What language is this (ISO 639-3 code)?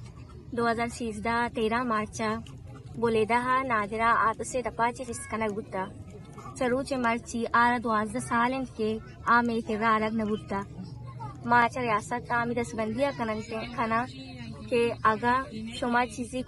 bgp